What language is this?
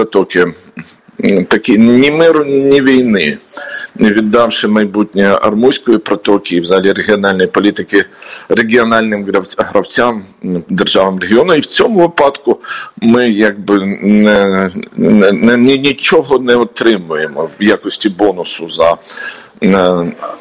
Ukrainian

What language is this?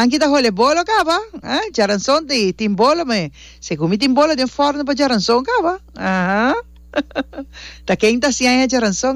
Papiamento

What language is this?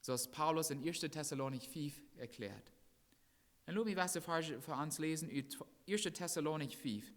Plautdietsch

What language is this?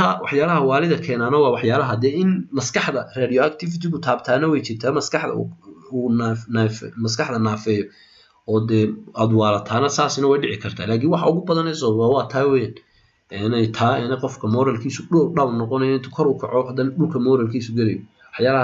Somali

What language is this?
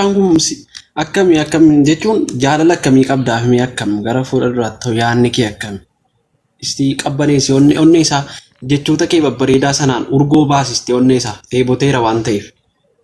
Oromo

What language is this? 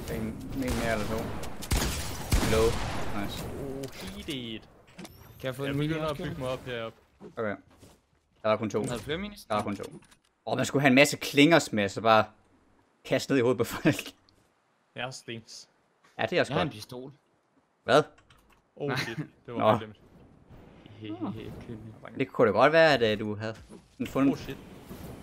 Danish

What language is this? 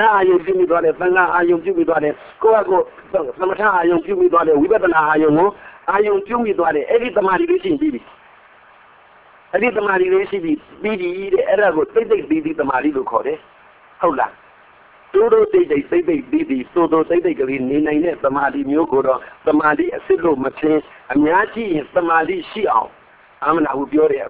Burmese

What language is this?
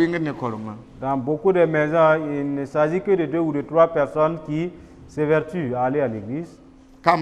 Mossi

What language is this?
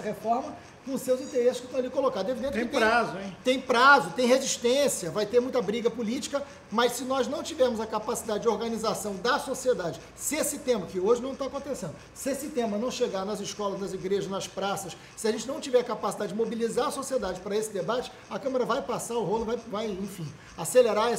Portuguese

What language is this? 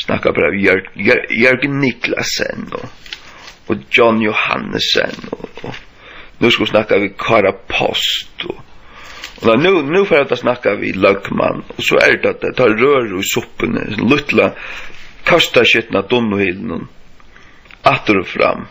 Faroese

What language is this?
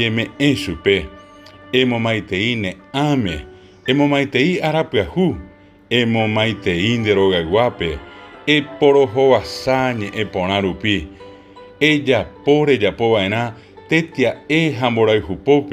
Guarani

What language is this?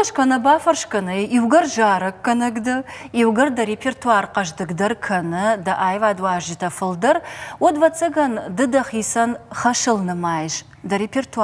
Ossetic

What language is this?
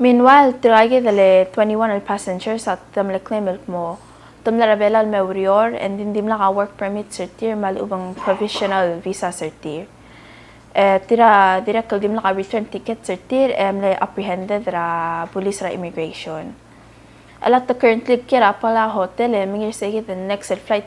Palauan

